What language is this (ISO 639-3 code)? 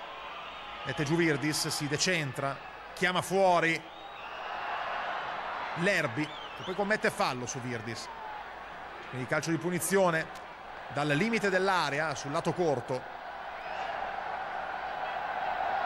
ita